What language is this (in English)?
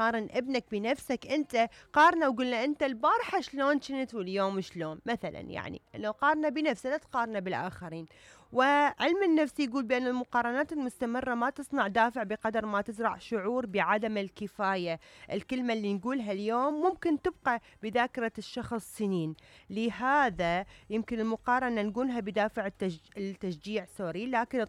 Mesopotamian Arabic